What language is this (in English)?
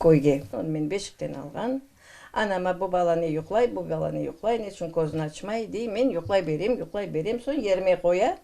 Crimean Tatar